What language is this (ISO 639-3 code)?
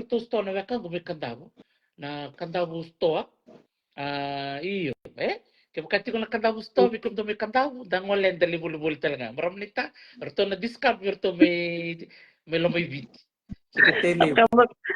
fij